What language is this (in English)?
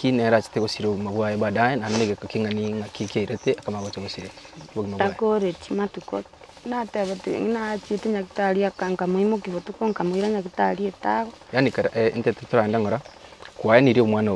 Gusii